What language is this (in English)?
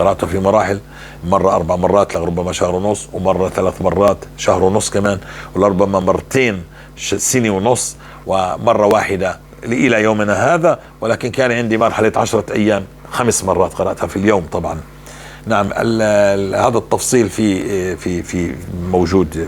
North Levantine Arabic